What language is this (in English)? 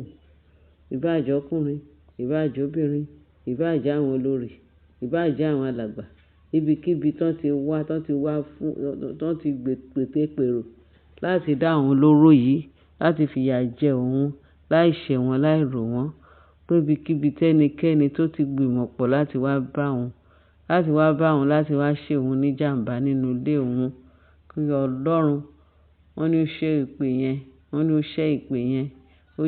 Yoruba